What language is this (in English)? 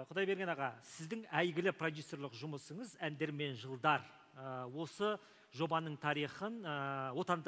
Kazakh